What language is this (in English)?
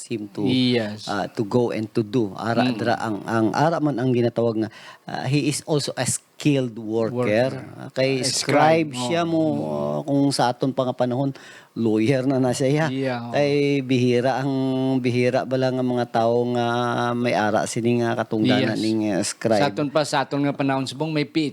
Hiligaynon